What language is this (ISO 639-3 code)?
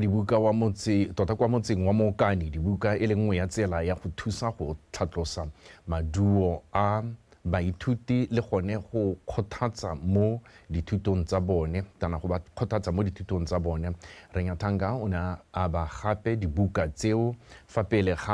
tsn